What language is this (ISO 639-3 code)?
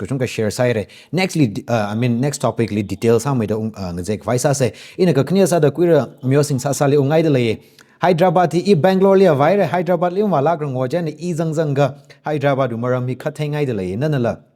nmf